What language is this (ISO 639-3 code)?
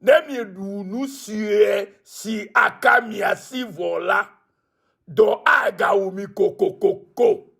ewe